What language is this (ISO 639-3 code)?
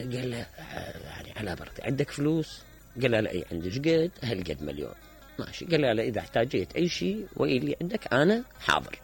acm